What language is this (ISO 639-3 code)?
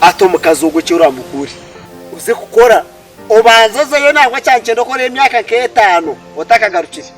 nyn